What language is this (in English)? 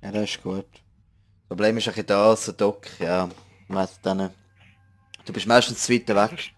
Swiss German